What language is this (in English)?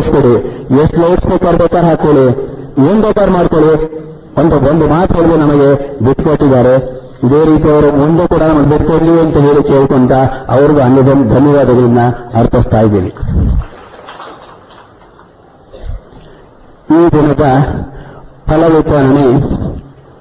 Kannada